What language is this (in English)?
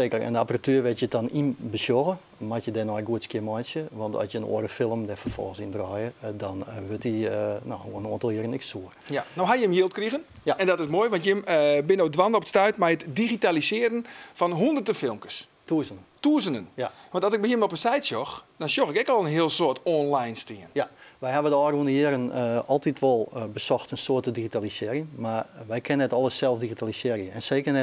Western Frisian